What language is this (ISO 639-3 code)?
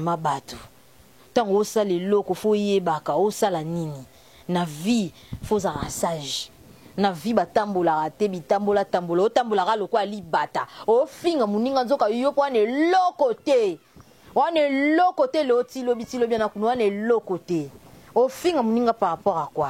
lin